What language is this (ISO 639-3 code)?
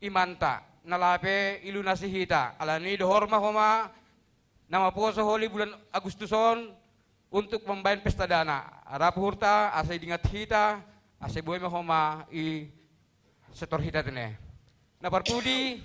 bts